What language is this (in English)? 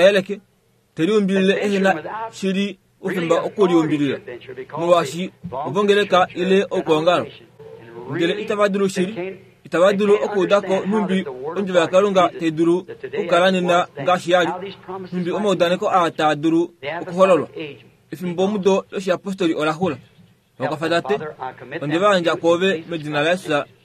Kuanyama